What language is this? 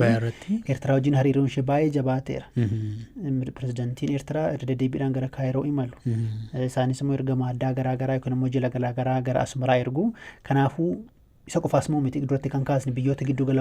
Oromo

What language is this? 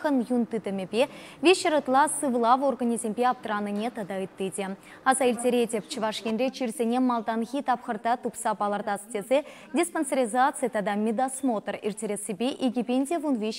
Chuvash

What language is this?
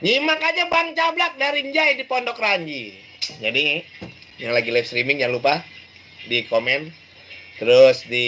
Betawi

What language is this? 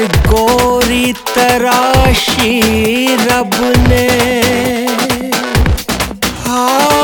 Hindi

